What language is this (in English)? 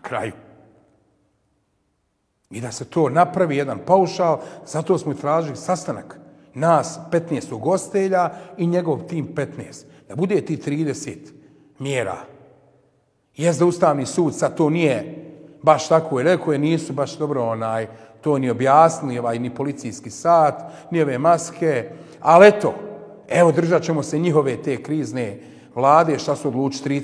Bosnian